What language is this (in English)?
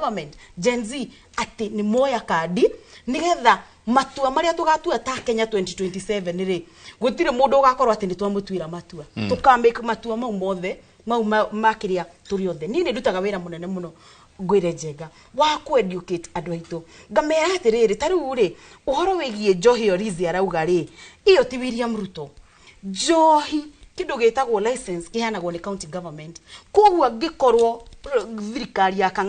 Kikuyu